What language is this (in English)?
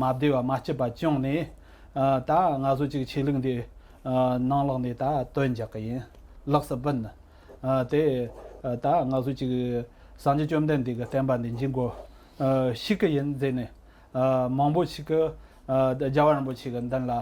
Tibetan